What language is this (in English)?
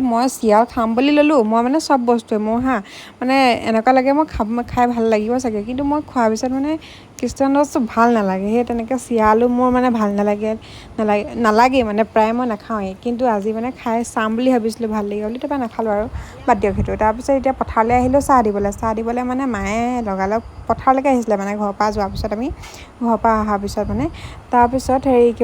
Assamese